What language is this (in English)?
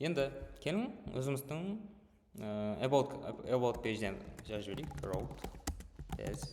Kara-Kalpak